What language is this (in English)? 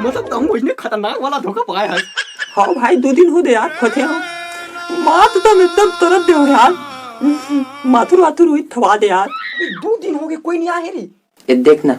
Chhattisgarhi